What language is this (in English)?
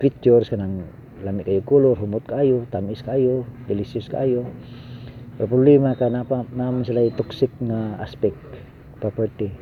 Cebuano